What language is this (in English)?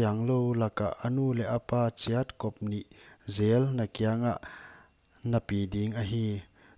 Paite Chin